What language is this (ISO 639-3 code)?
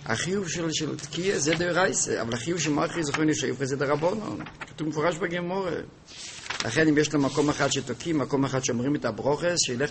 heb